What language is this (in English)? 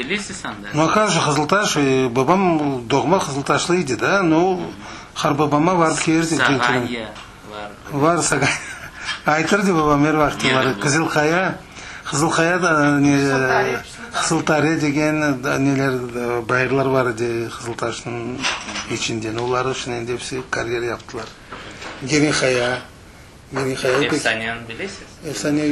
Crimean Tatar